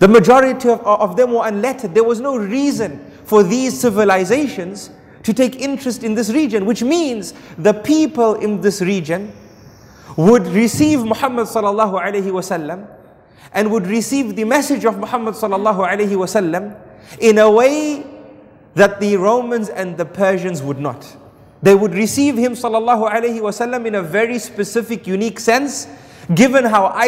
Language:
English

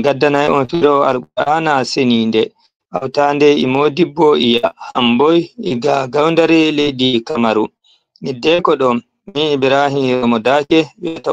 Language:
Fula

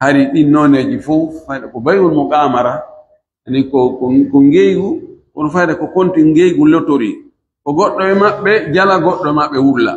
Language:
Pular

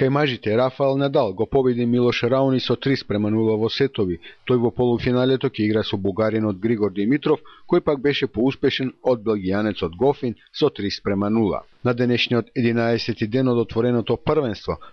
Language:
Macedonian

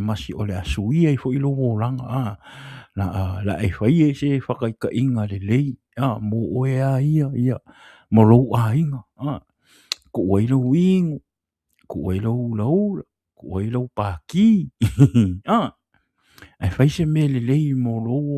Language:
Samoan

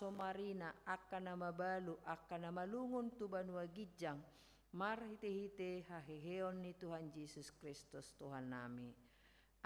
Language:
Batak Toba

